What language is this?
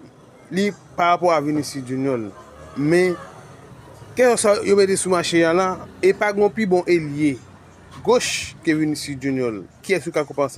Haitian Creole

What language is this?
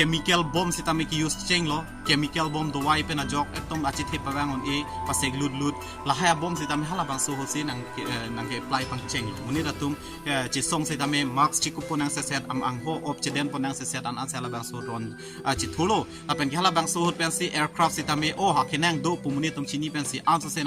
Karbi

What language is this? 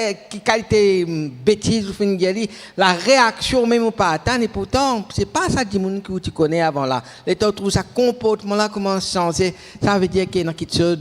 Morisyen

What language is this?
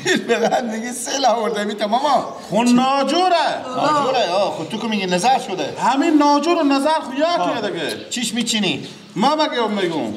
Persian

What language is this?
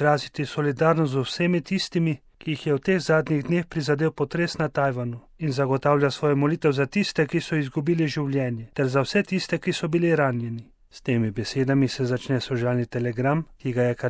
Slovenian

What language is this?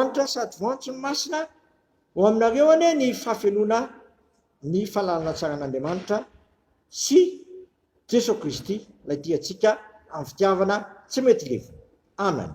Malagasy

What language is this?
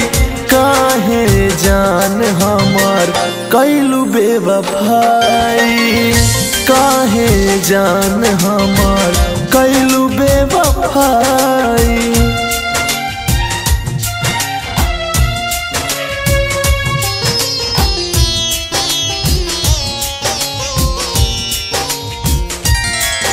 Bhojpuri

